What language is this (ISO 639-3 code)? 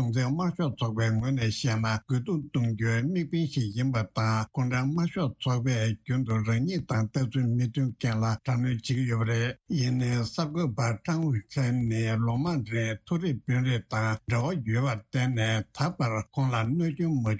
bod